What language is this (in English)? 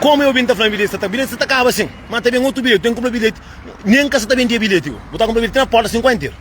Kabuverdianu